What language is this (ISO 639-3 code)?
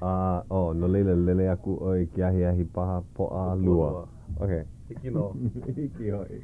haw